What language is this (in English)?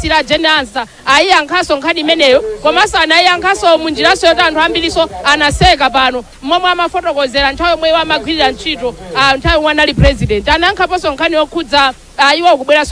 Nyanja